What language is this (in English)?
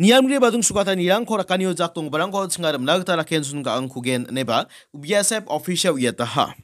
Garo